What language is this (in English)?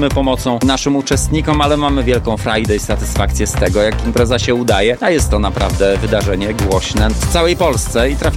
Polish